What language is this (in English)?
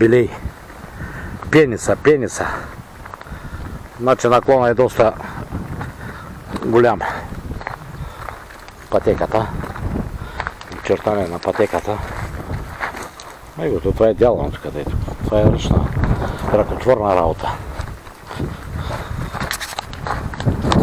Bulgarian